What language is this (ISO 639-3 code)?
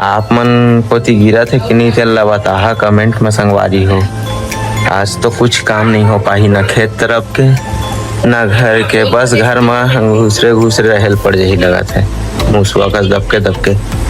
hne